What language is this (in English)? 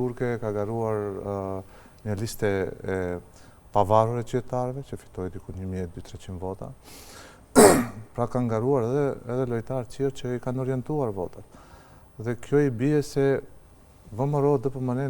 Albanian